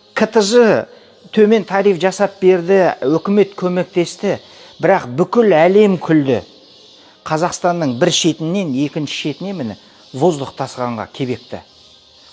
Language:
Kazakh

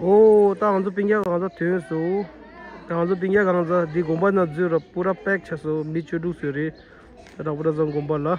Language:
Tibetan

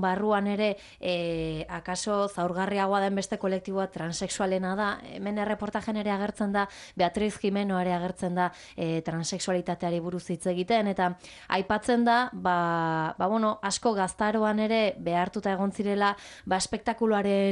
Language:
Basque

